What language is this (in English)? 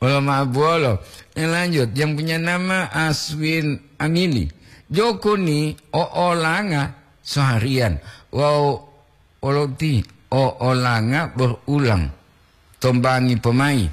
Gorontalo